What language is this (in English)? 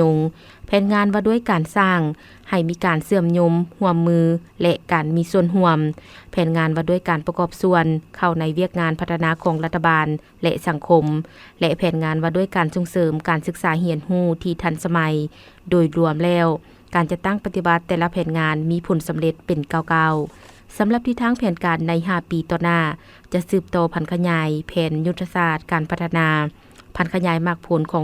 Lao